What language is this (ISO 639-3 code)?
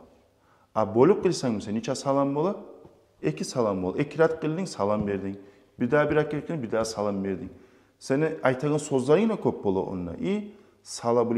kum